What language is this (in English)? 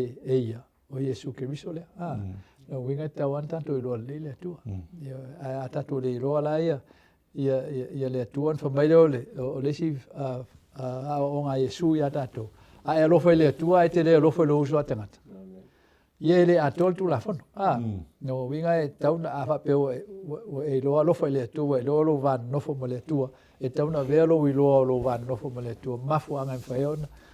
Samoan